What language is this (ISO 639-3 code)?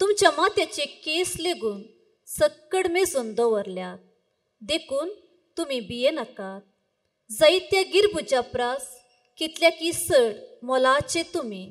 kok